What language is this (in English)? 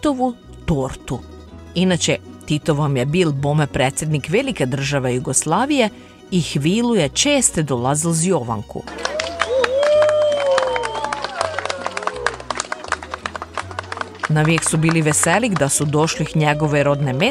Croatian